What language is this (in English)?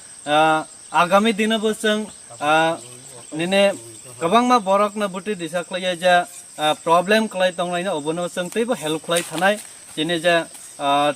Kok Borok